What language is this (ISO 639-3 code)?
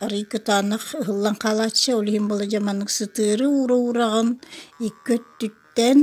sah